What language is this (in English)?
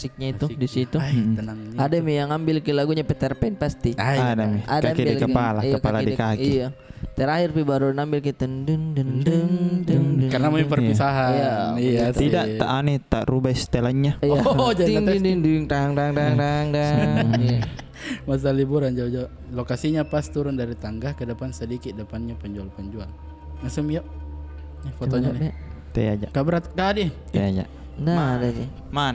Makassar Malay